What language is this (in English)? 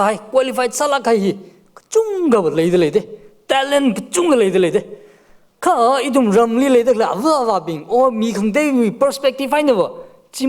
Tangkhul Naga (India)